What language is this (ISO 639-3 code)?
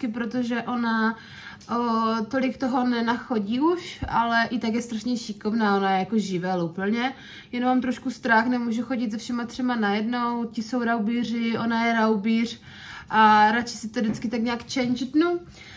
ces